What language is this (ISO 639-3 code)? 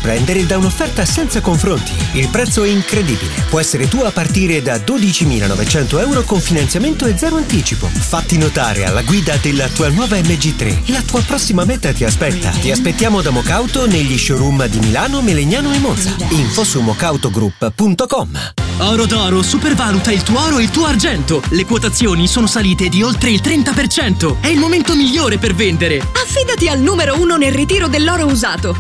ita